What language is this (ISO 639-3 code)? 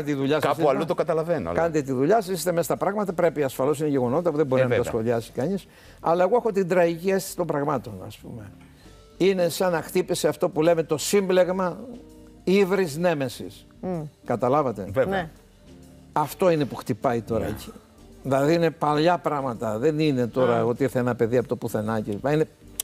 ell